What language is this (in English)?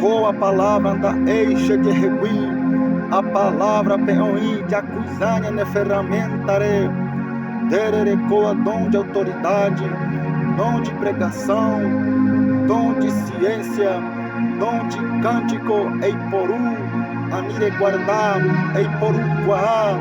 Guarani